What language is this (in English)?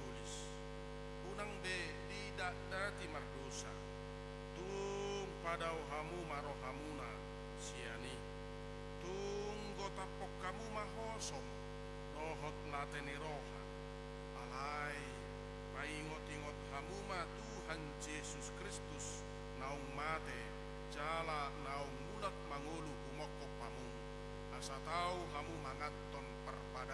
Batak Toba